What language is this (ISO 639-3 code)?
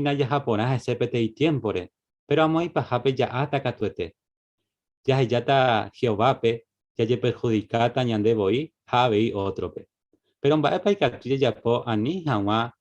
grn